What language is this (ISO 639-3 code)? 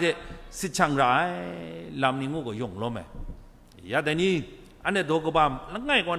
kac